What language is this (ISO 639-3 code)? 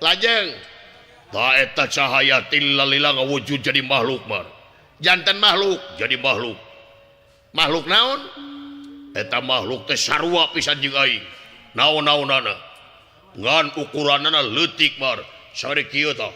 sun